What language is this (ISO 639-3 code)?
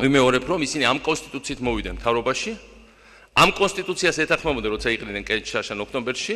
kat